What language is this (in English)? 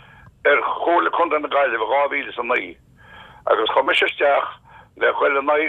Irish